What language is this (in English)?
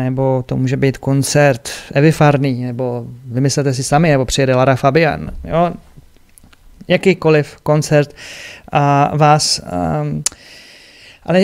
Czech